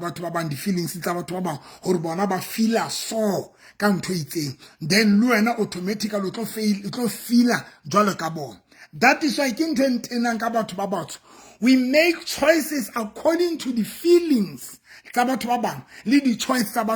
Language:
Southern Sotho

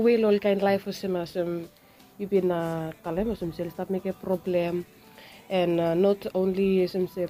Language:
Bislama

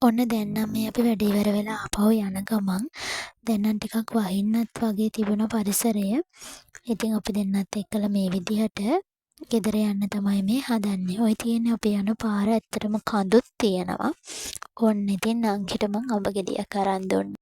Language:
Sinhala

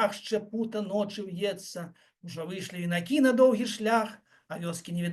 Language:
Belarusian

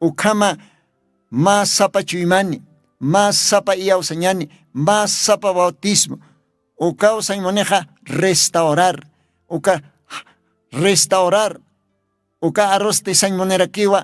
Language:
Aymara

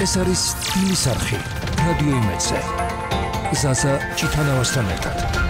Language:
Georgian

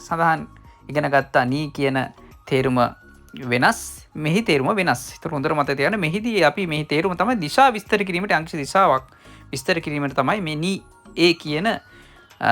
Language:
Sinhala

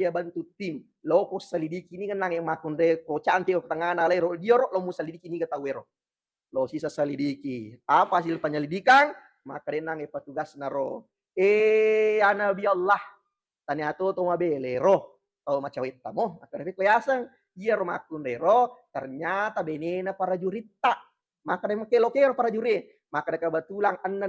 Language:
Buginese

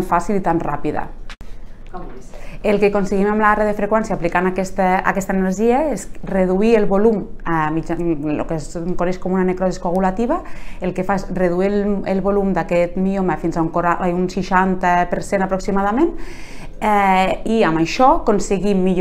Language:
Catalan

